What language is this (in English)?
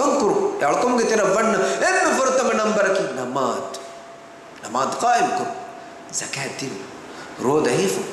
Divehi